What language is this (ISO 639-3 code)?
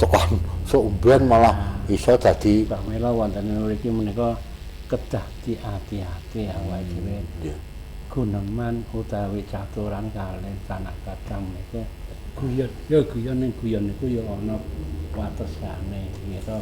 jav